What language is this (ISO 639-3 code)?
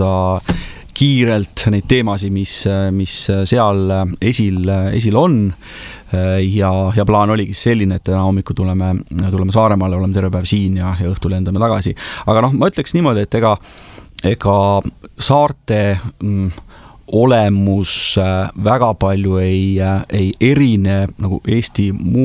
est